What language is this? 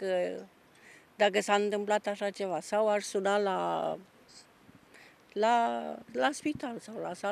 Romanian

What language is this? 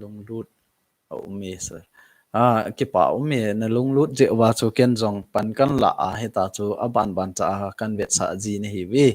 Thado Chin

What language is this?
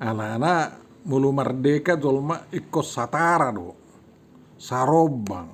Batak Toba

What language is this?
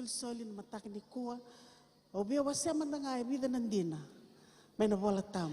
Fijian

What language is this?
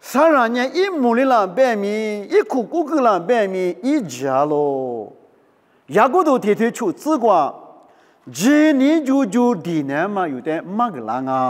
Lisu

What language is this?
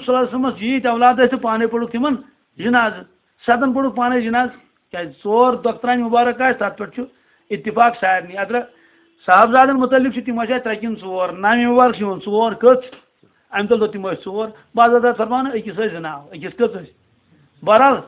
Kashmiri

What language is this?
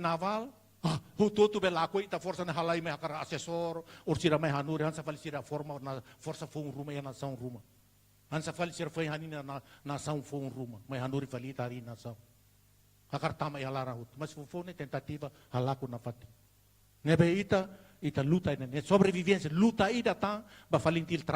Tetum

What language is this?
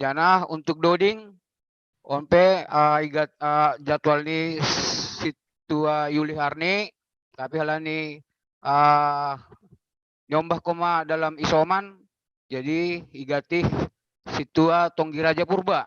Batak Simalungun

